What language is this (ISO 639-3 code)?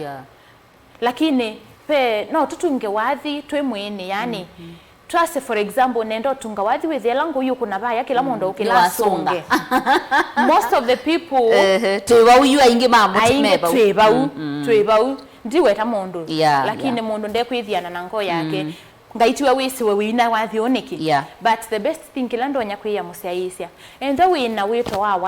kam